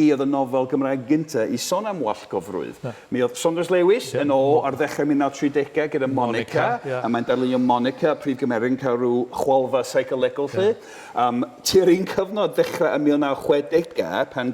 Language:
Welsh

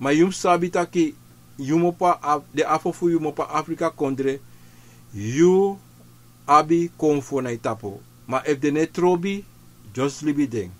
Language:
Sranan Tongo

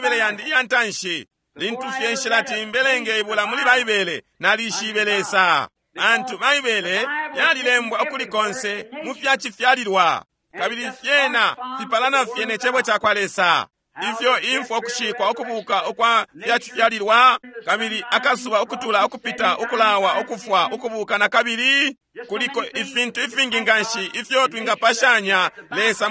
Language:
Bemba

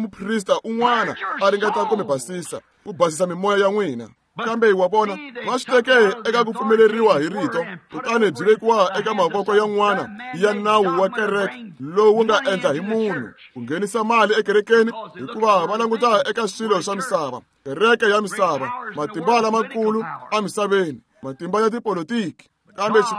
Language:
Tsonga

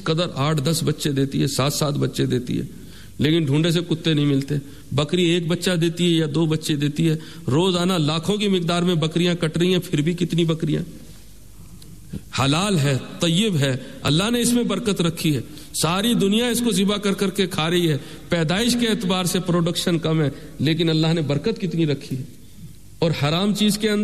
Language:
Urdu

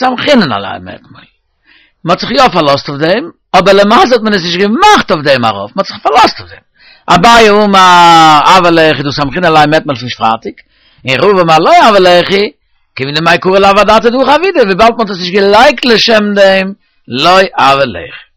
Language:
Yiddish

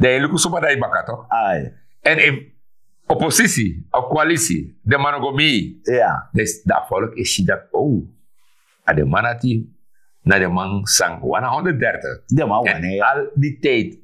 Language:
Sranan Tongo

